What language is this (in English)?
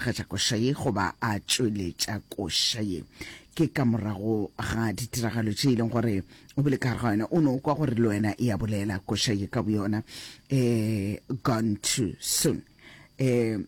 Northern Sotho